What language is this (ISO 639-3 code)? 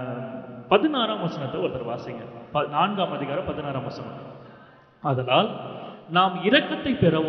tam